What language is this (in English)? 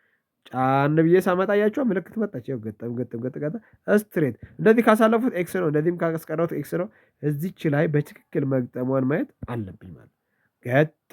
Amharic